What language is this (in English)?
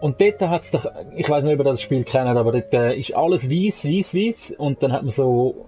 Swiss German